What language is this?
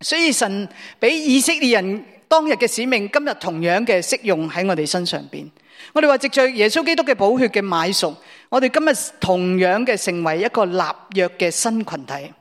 Cantonese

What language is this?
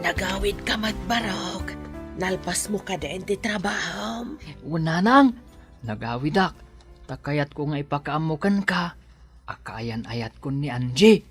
Iloko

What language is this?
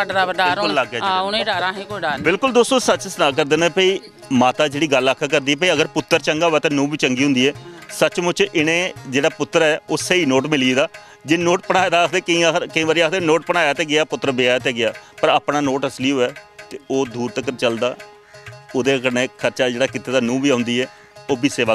Dogri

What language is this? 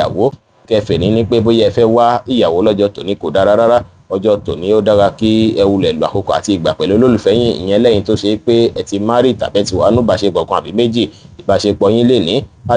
Yoruba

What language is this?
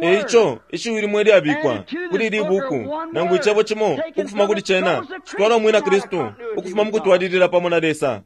Bemba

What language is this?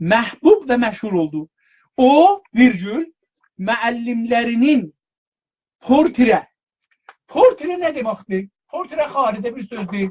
South Azerbaijani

